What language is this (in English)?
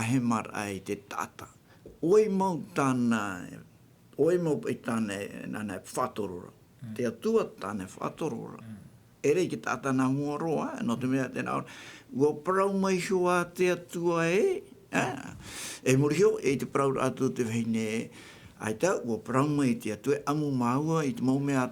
Tahitian